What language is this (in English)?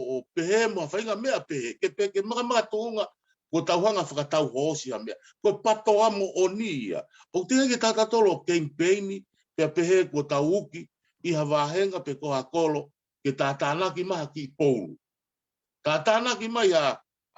Tongan